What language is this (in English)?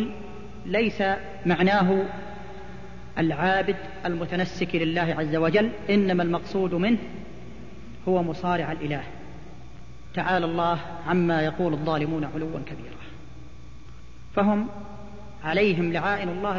Arabic